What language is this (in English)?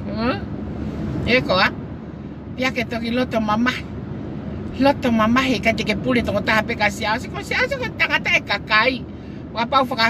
Tongan